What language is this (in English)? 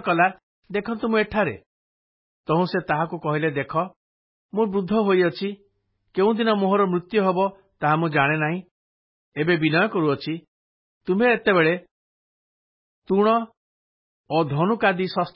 Odia